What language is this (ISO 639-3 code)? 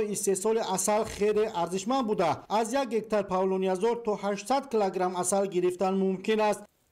tgk